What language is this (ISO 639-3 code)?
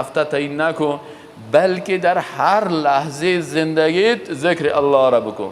fas